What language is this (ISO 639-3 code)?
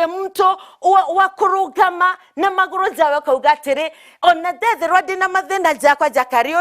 mer